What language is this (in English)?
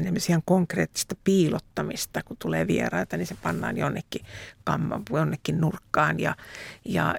Finnish